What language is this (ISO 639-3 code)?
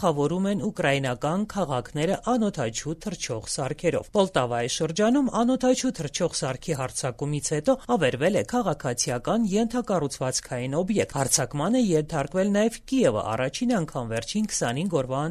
hye